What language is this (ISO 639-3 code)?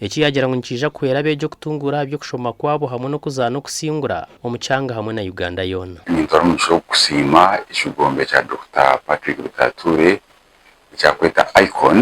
nyn